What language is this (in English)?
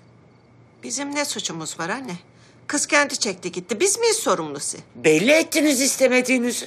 Turkish